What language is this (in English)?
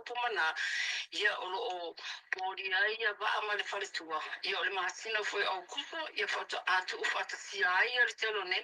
Samoan